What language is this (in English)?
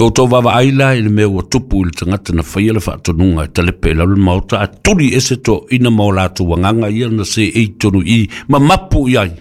Samoan